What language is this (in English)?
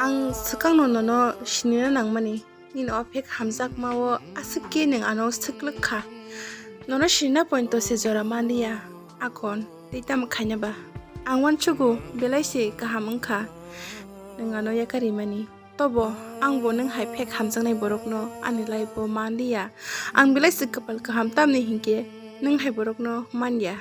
Kok Borok